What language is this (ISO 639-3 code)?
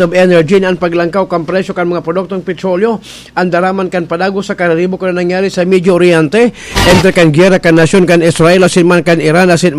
bik